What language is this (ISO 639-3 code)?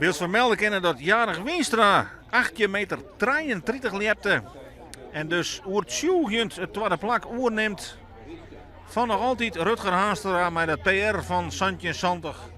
fry